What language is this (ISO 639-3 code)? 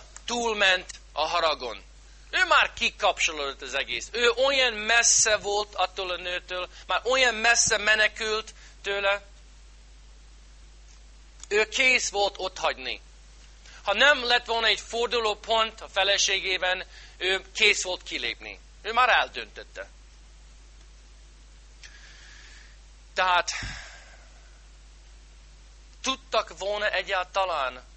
hun